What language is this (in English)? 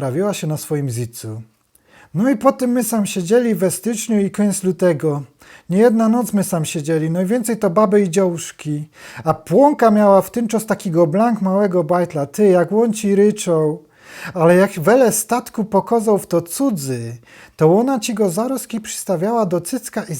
Silesian